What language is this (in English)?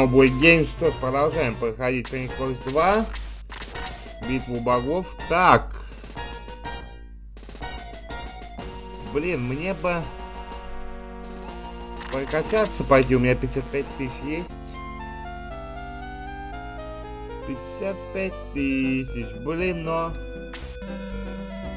Russian